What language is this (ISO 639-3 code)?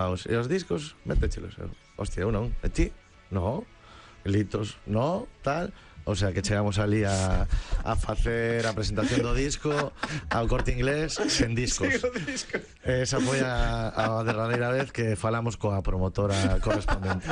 glg